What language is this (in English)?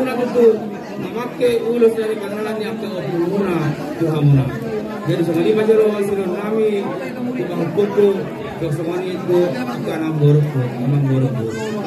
Batak Toba